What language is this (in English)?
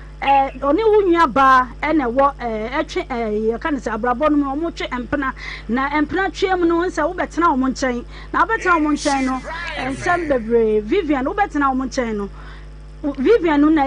Akan